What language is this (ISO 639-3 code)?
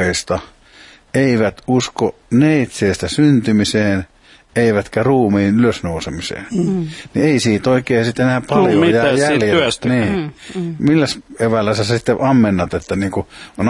fin